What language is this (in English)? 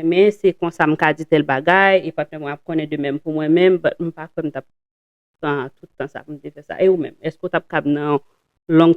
Haitian Creole